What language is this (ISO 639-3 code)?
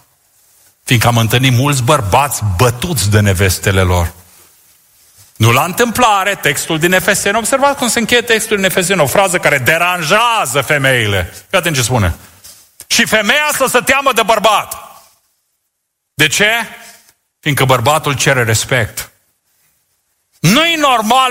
ron